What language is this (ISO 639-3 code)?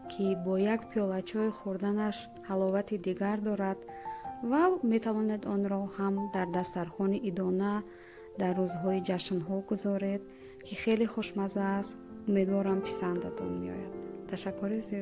tgk